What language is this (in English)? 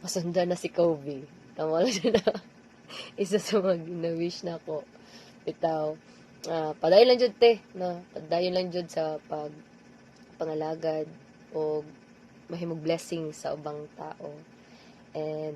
Cebuano